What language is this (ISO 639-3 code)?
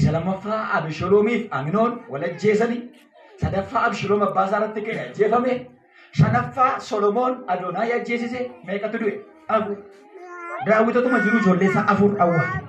orm